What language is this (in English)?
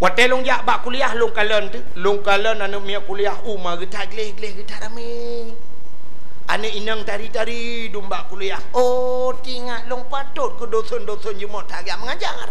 Achinese